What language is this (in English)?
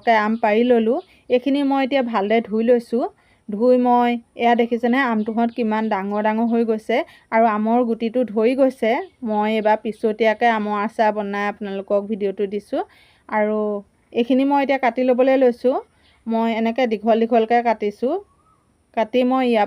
Assamese